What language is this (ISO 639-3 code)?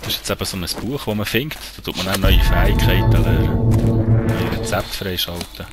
gsw